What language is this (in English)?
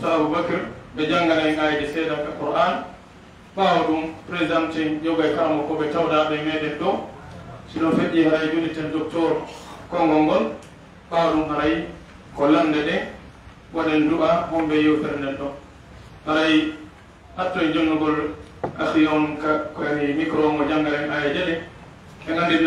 Pular